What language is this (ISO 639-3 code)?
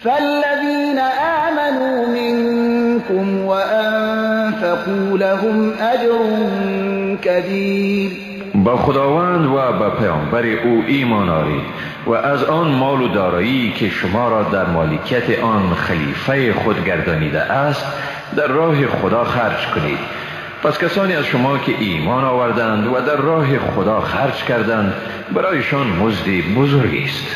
fas